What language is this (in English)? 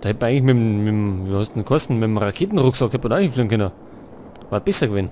Bavarian